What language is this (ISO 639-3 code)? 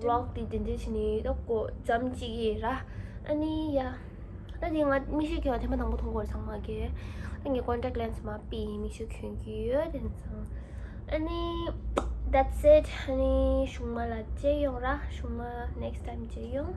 bod